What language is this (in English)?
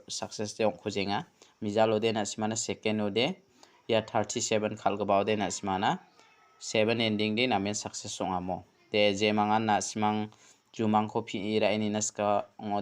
Garo